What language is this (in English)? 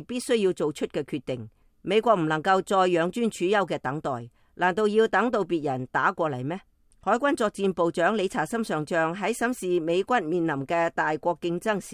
Cantonese